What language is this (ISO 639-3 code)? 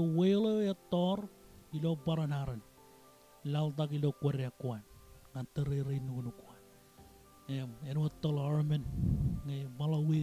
mah